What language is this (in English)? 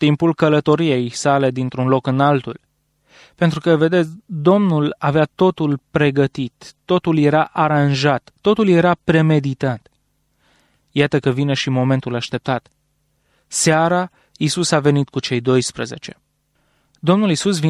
Romanian